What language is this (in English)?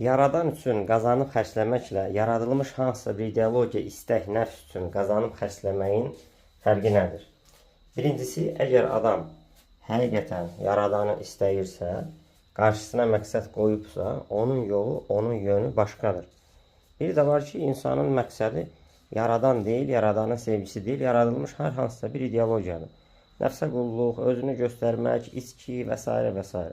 Azerbaijani